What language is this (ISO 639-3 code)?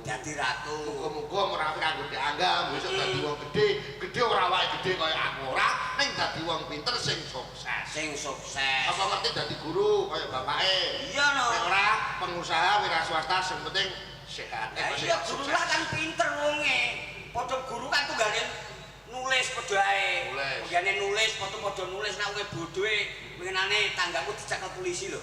jav